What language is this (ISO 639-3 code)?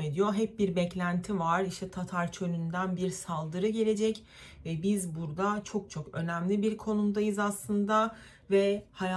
tur